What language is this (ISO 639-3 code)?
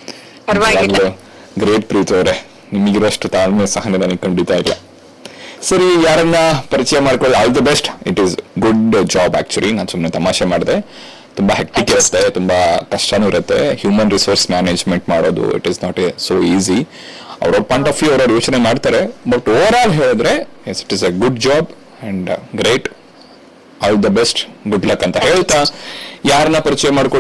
kan